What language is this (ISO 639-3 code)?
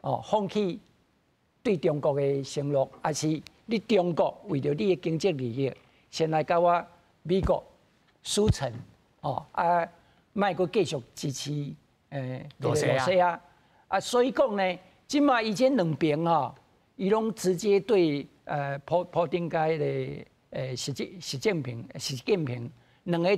nan